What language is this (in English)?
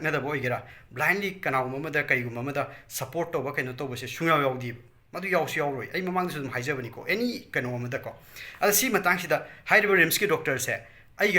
Manipuri